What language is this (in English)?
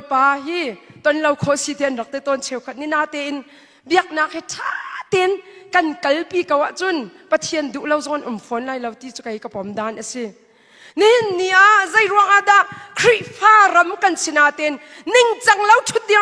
Hakha Chin